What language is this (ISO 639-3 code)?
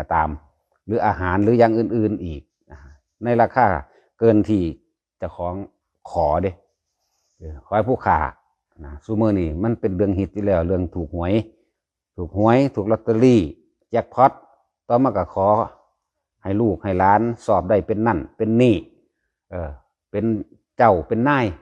tts